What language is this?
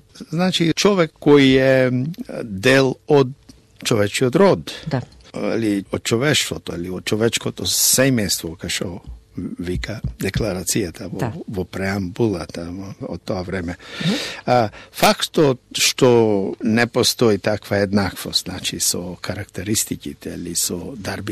Macedonian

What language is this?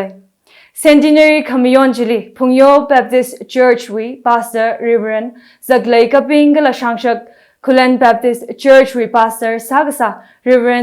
Tangkhul Naga (India)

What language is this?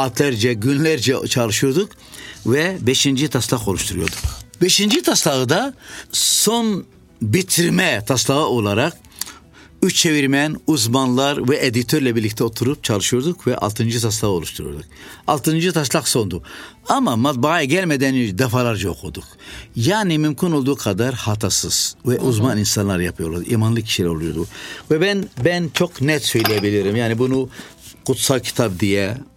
Turkish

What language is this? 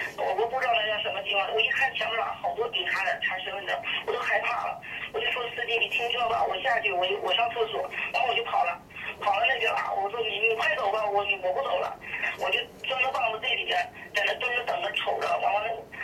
Chinese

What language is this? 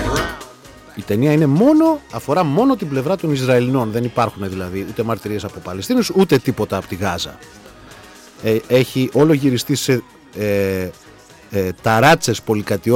Greek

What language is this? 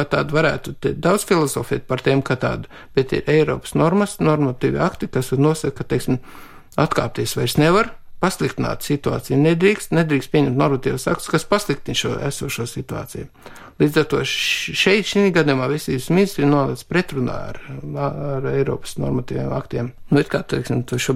Latvian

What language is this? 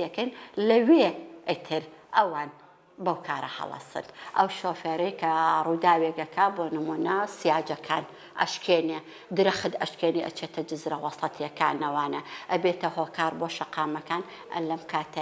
Central Kurdish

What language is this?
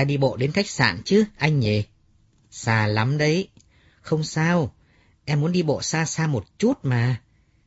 Vietnamese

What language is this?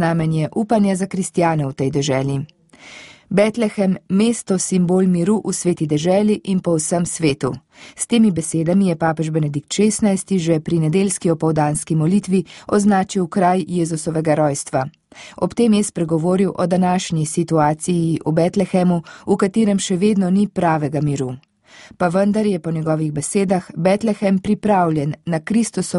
Slovenian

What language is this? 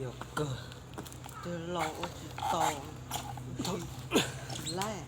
Hmong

